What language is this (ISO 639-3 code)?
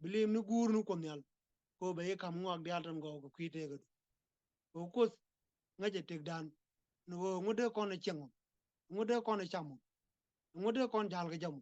nus